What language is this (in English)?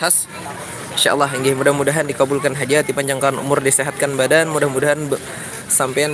Banjar